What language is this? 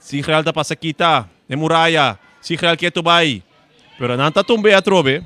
Papiamento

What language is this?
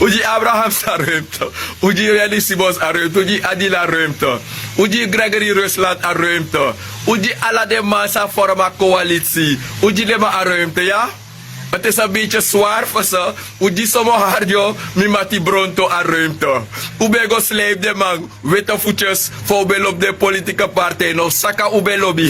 Sranan Tongo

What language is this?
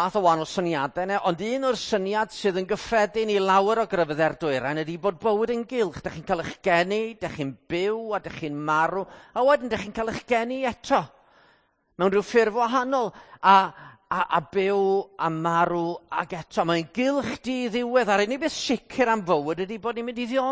Welsh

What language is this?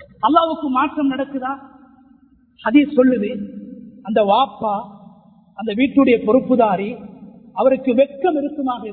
Tamil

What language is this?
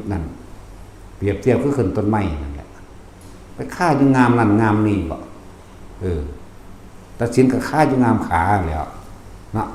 Northeastern Thai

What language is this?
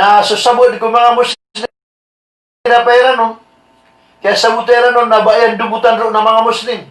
Maranao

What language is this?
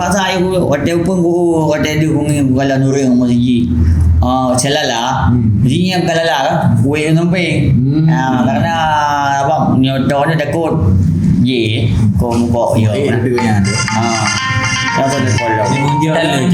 Achinese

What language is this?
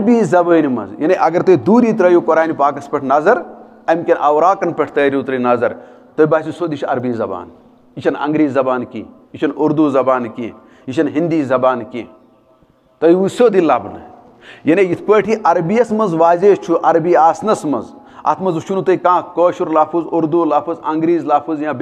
Kashmiri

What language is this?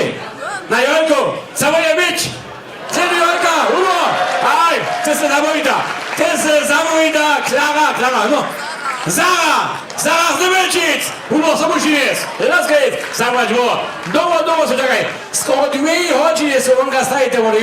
Upper Sorbian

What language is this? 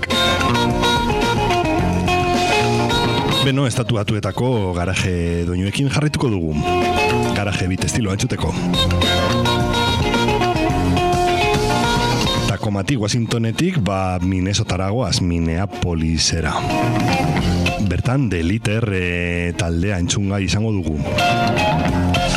Basque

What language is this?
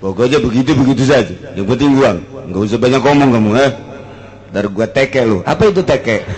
Sundanese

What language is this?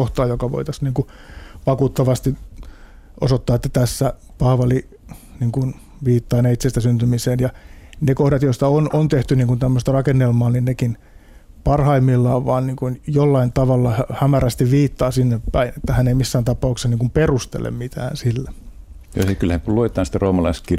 Finnish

